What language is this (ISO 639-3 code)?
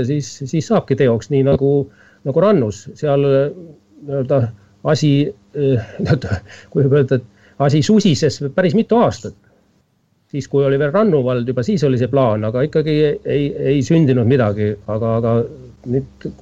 est